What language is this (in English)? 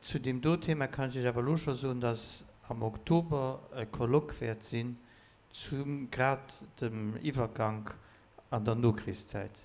Luxembourgish